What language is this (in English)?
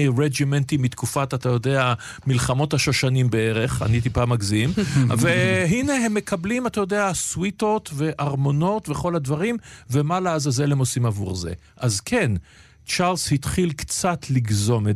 Hebrew